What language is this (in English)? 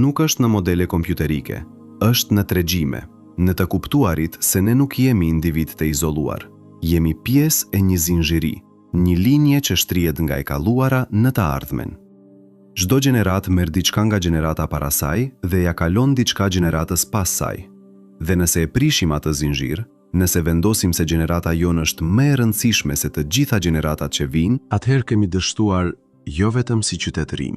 Albanian